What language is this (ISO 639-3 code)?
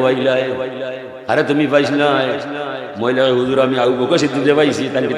syl